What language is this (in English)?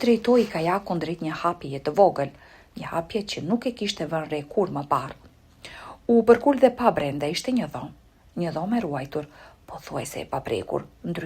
Albanian